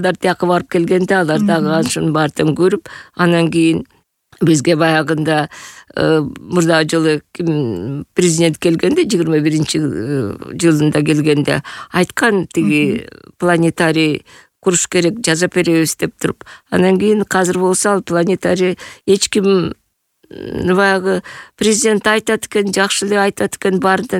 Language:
Kyrgyz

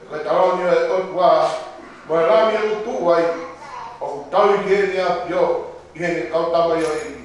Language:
Tongan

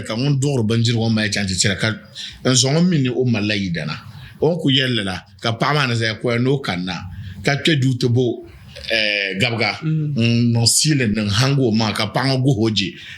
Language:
Dagbani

